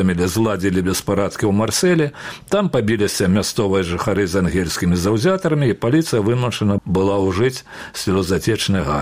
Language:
Belarusian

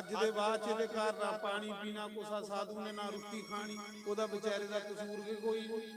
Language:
Dogri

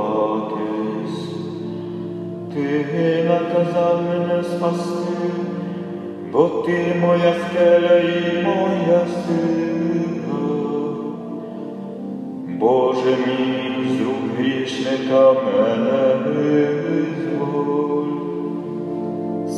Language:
Ukrainian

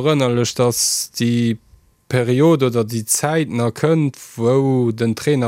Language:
Luxembourgish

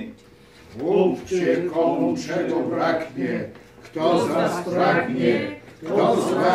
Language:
Polish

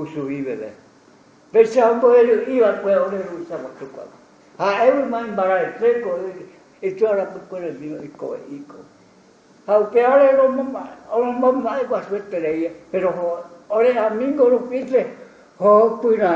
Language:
Guarani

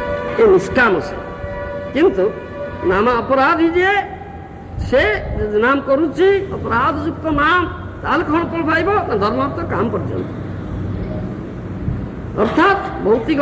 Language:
Odia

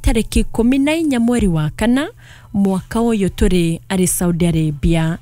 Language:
Kikuyu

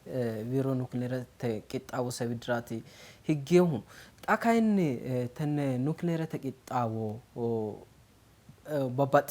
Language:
Sidamo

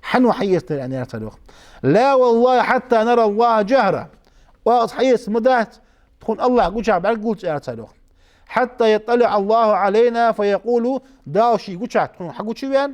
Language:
Ingush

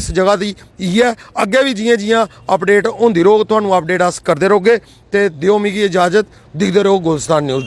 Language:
Dogri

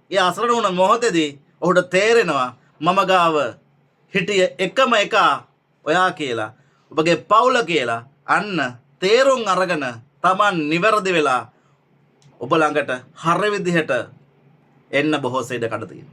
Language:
Sinhala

